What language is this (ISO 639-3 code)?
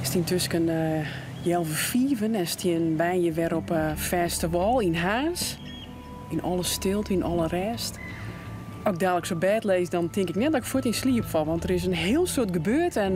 fry